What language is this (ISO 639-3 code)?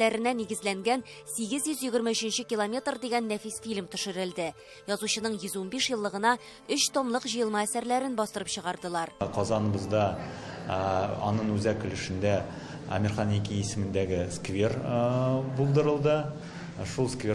tat